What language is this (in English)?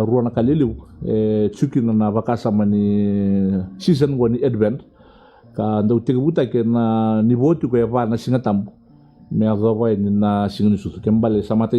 Fijian